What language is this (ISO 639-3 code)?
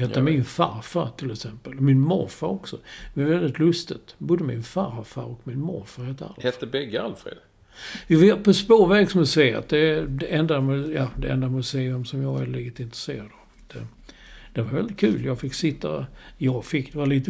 swe